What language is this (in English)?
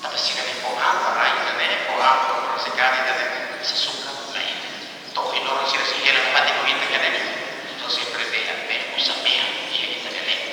Tetum